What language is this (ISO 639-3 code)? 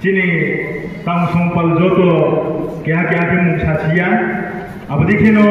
ria